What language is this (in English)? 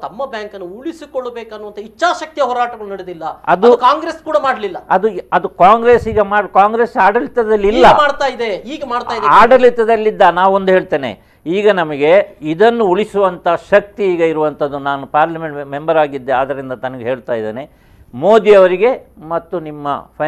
Kannada